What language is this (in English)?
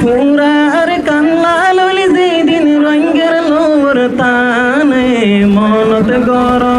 Rohingya